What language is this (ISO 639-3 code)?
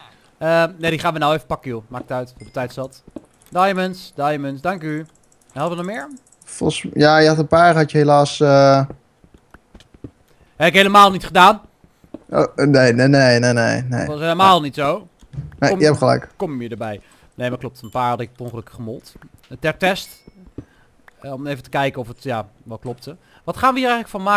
nld